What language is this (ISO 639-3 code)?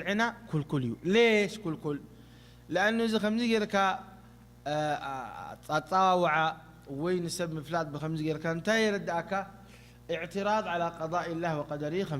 tir